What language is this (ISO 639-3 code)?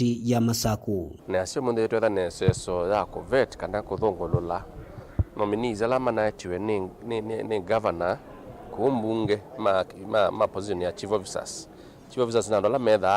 kam